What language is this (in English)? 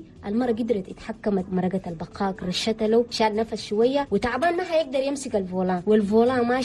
Chadian Arabic